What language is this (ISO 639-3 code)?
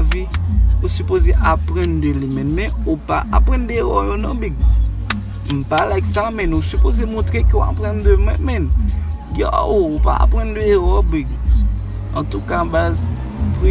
hat